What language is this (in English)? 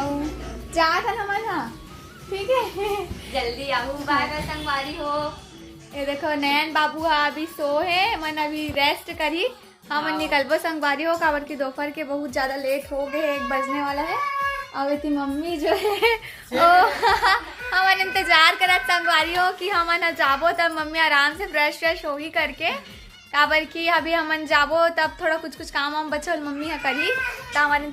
Chhattisgarhi